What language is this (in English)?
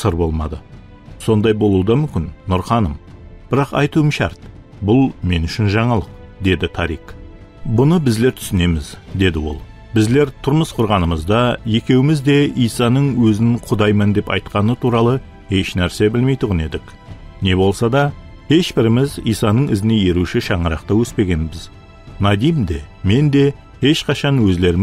Kara-Kalpak